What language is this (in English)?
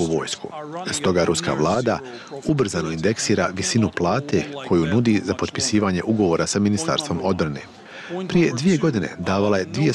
Bosnian